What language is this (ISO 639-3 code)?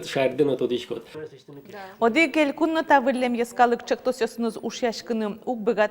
udm